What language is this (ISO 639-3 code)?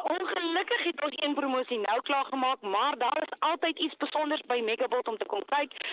afr